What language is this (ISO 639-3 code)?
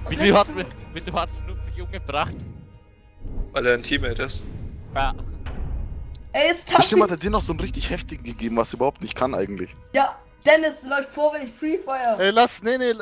deu